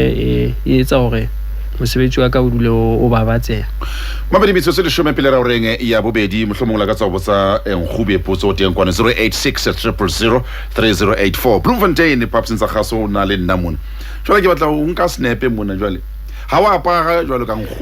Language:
Southern Sotho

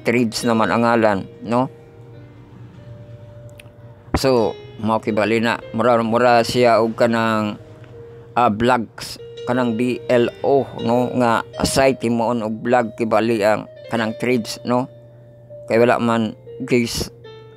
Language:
Cebuano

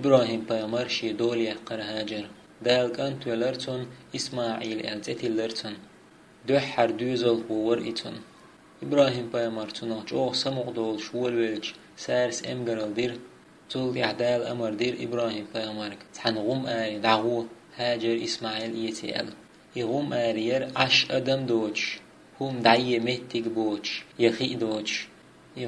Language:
Chechen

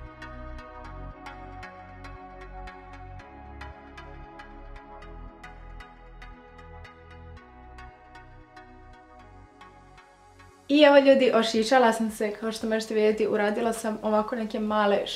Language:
Serbian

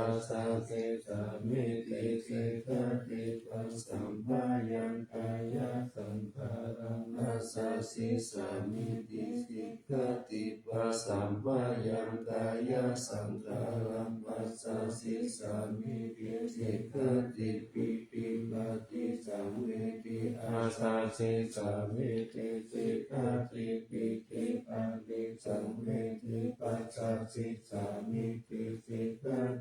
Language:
Pali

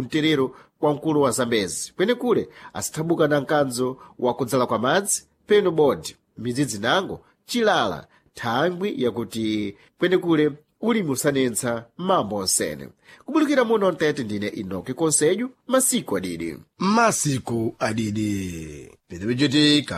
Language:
Sena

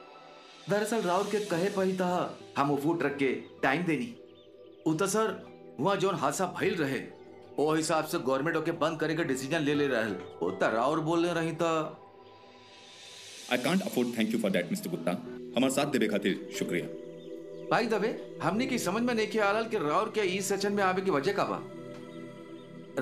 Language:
Bhojpuri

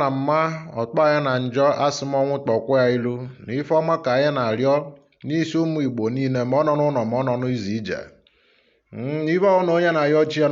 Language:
Igbo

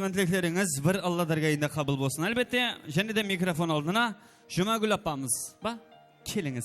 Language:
Kara-Kalpak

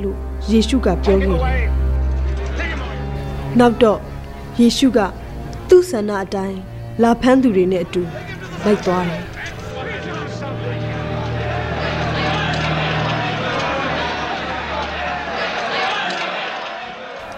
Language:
Burmese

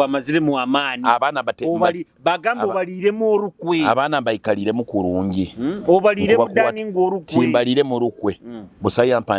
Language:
Nyoro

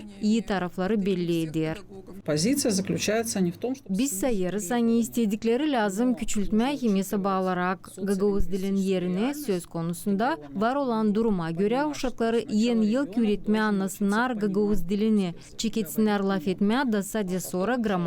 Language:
Gagauz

